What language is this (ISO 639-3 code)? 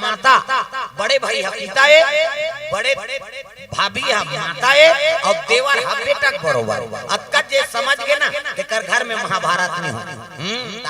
hne